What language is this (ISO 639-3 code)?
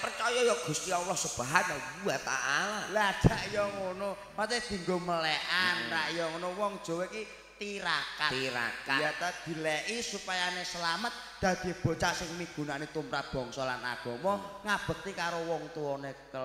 jav